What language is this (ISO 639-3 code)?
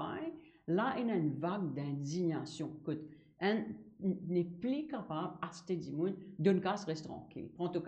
mfe